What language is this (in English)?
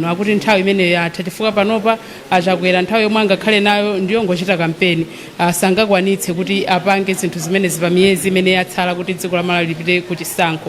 Nyanja